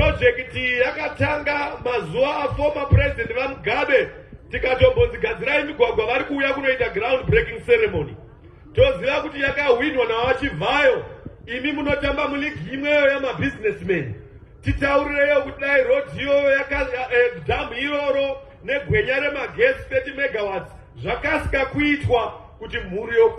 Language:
Shona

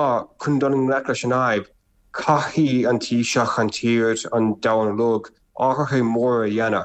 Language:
Irish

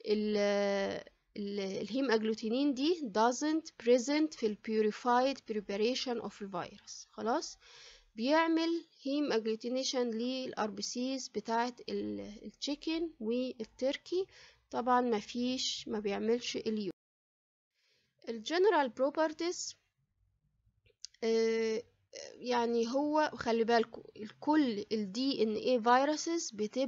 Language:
Egyptian Arabic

